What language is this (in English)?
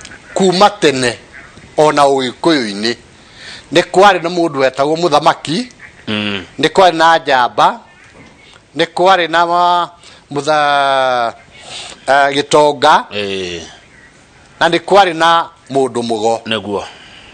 Kikuyu